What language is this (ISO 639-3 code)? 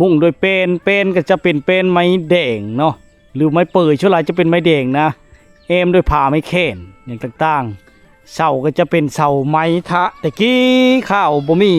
lao